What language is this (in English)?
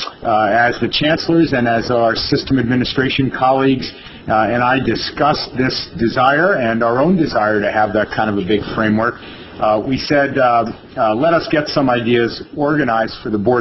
English